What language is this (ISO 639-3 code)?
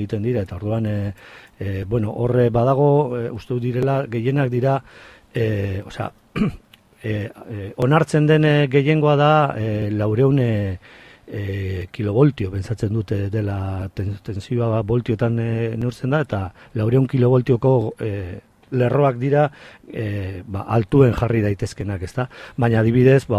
eus